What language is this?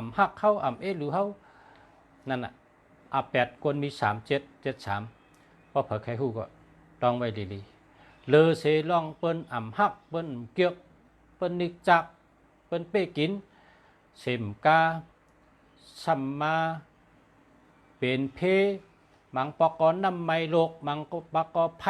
Shan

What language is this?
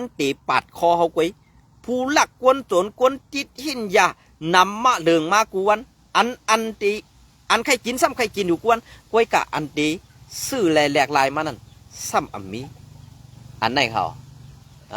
Shan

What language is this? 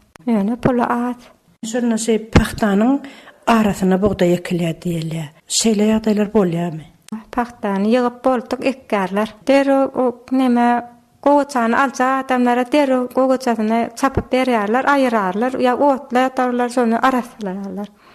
Turkmen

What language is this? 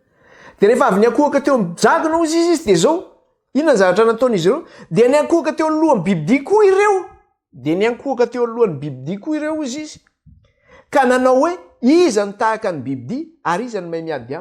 Malagasy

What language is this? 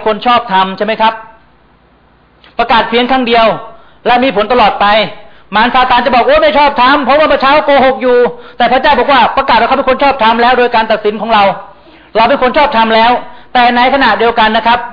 Thai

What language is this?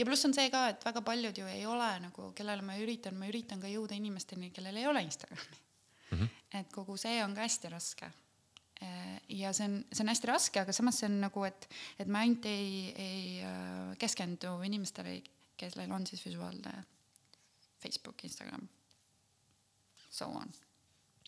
Estonian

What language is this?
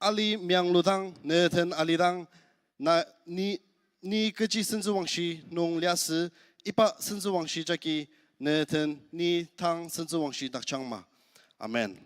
Ao Naga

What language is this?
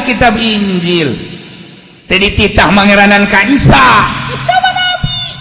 Sundanese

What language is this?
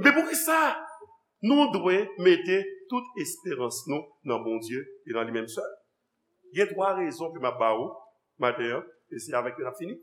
Haitian Creole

